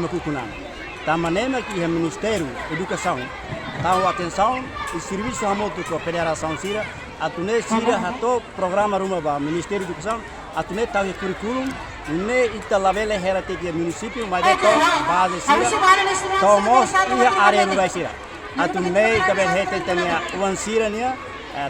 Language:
Tetum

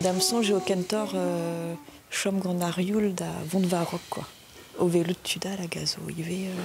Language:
Breton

